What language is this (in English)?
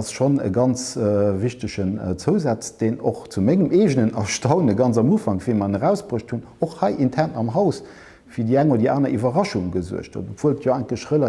Luxembourgish